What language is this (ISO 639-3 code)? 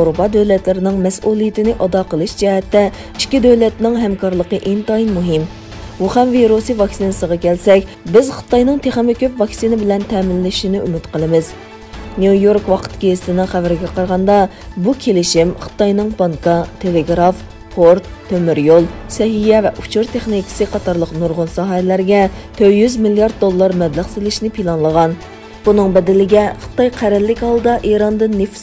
uig